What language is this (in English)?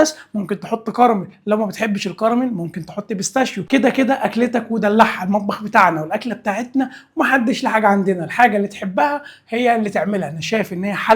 Egyptian Arabic